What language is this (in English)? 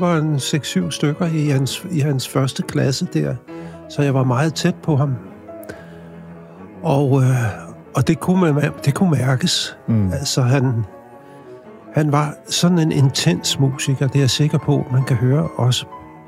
Danish